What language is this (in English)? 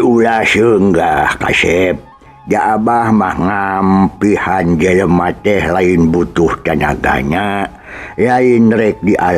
Sundanese